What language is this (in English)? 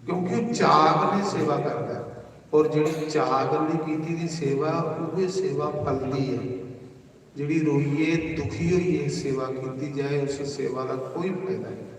Dogri